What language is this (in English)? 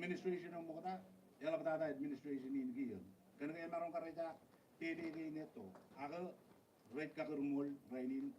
Marshallese